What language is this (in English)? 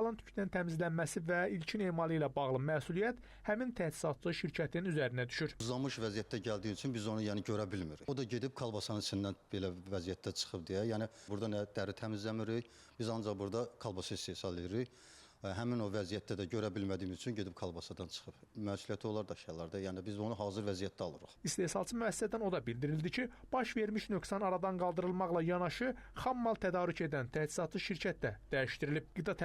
Azerbaijani